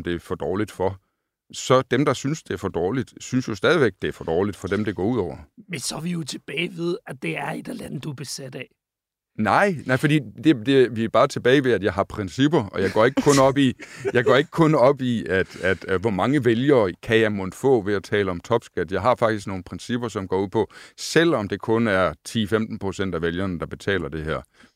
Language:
Danish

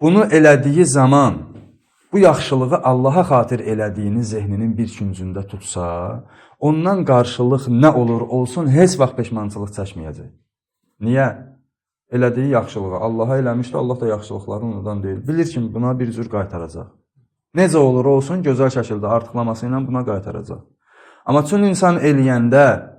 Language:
Azerbaijani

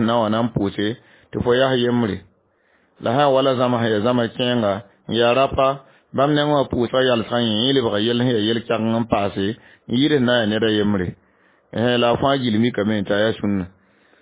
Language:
Mossi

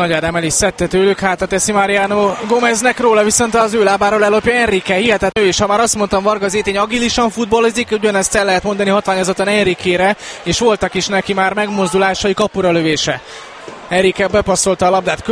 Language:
Hungarian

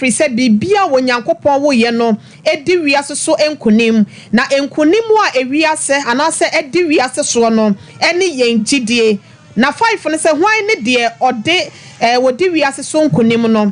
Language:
Akan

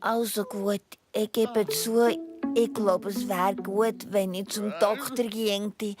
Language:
Swiss German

